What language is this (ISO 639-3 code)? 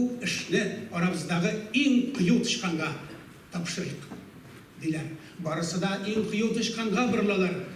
tat